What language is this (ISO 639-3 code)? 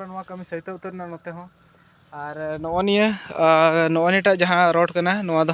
sat